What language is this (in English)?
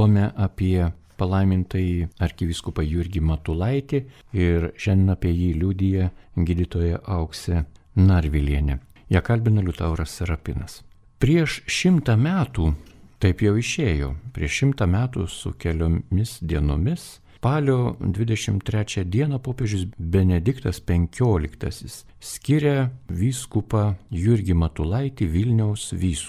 Lithuanian